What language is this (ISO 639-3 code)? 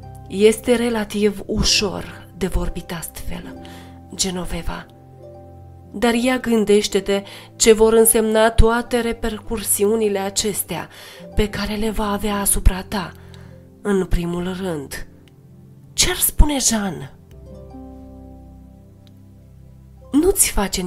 ron